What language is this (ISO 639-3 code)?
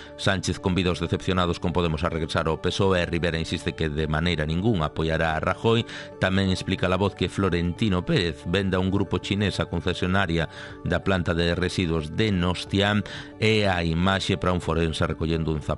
glg